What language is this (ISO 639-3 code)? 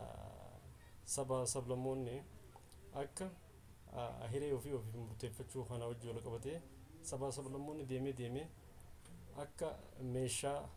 orm